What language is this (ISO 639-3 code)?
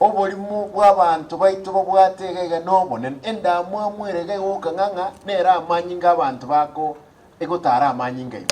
guz